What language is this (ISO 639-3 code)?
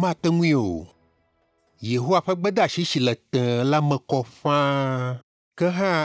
ewe